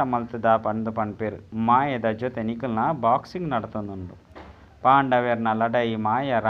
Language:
Tulu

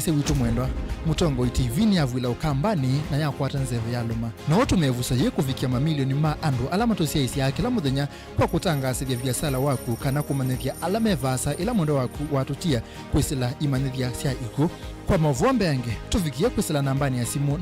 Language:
Kamba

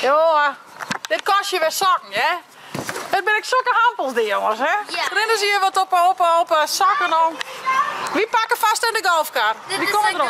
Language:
Western Frisian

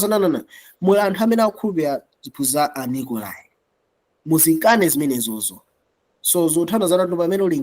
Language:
Nyanja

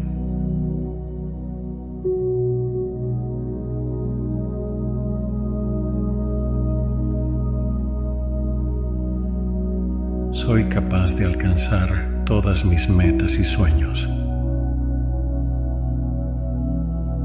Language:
Spanish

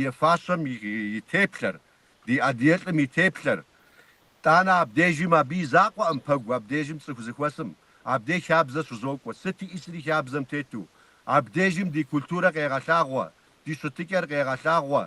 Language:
Kabardian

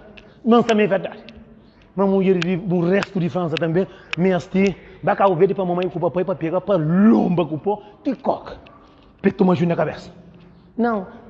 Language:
Kabuverdianu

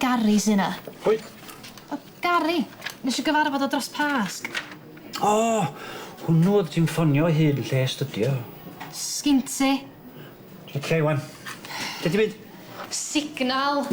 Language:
Welsh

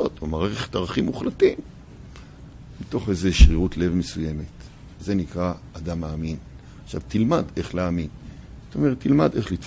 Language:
Hebrew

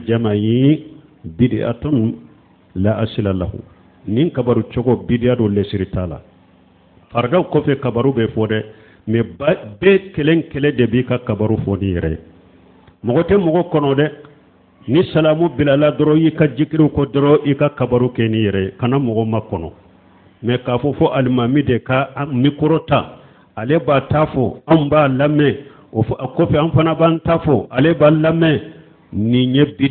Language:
Bambara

